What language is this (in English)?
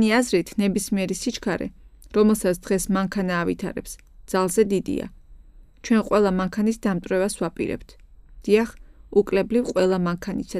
Georgian